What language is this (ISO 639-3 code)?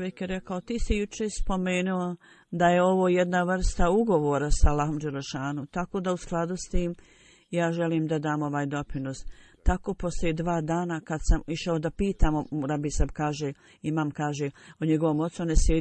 bos